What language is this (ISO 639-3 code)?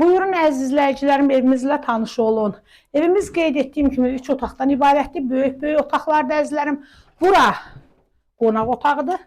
aze